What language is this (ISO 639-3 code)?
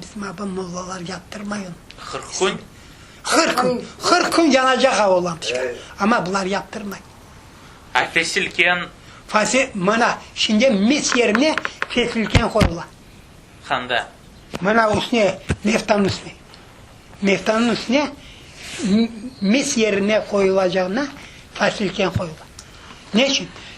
crh